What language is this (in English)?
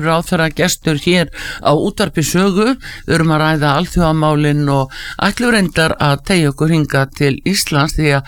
Icelandic